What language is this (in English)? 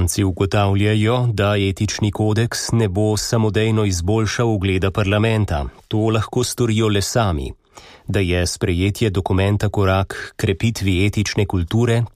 Slovenian